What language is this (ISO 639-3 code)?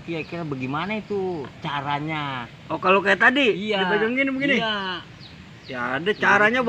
bew